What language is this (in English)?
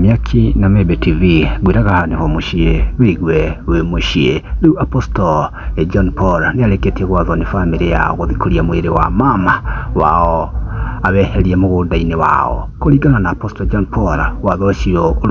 Kikuyu